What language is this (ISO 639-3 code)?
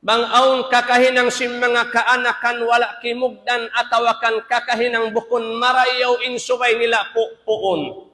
tsg